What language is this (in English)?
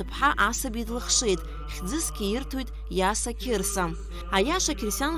Abkhazian